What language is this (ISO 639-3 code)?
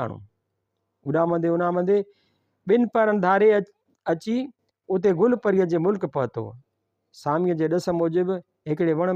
snd